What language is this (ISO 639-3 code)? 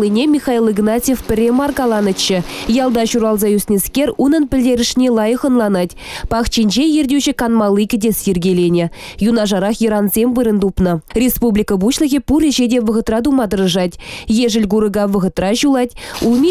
chv